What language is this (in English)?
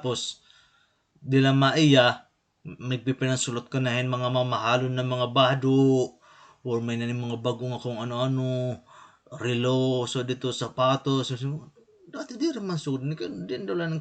Waray